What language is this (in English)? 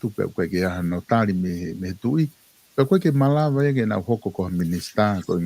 Tongan